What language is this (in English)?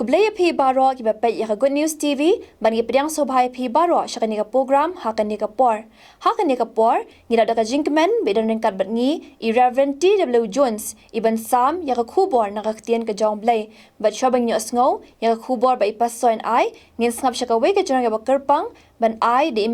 Khasi